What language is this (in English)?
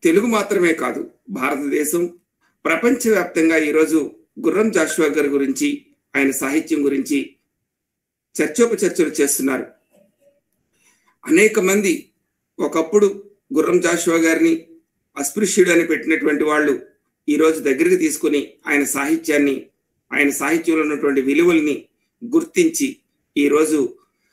Telugu